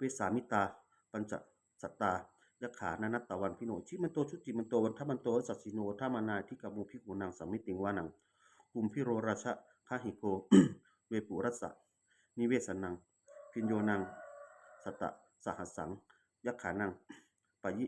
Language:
Pali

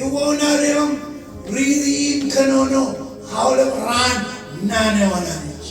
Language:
Marshallese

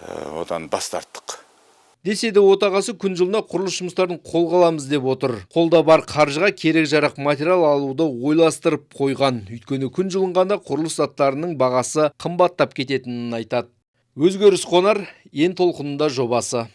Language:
Kazakh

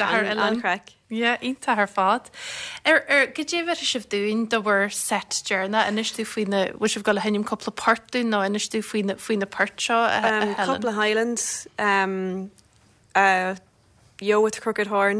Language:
Irish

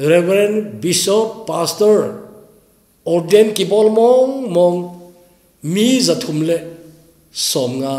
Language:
Thado Chin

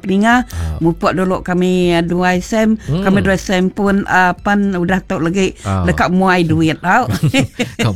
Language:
Iban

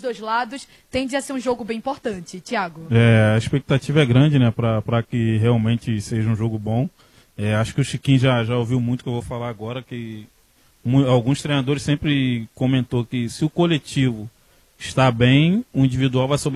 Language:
Portuguese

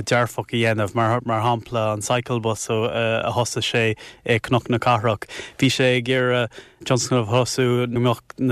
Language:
Irish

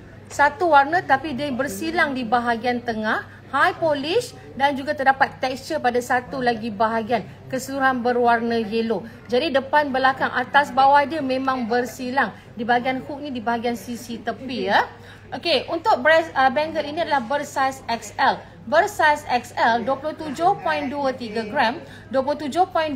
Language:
Malay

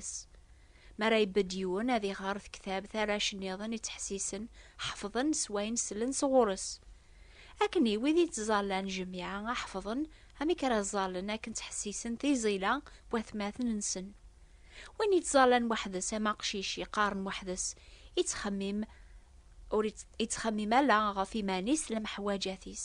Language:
Kabyle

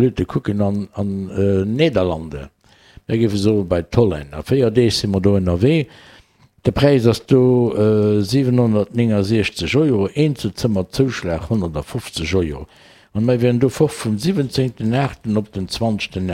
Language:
Luxembourgish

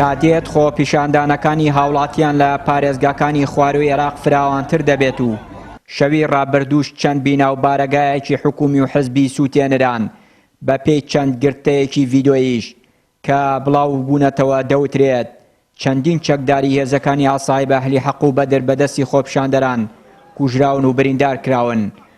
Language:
Central Kurdish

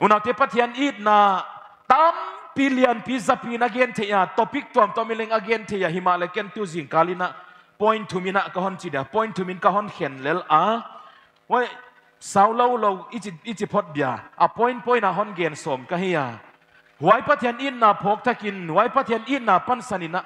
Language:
Paite Chin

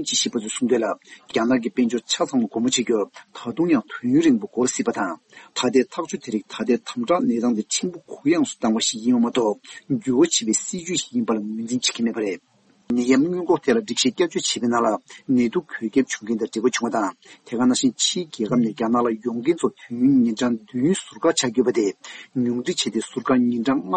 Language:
Tibetan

